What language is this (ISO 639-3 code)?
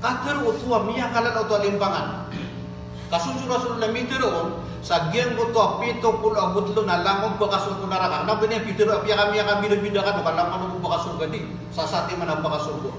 mrw